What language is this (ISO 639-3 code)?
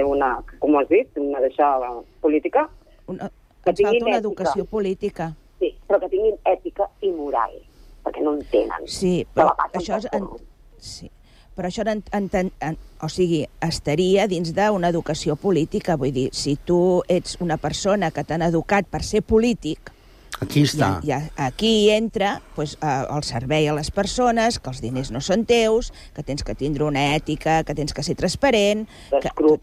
cat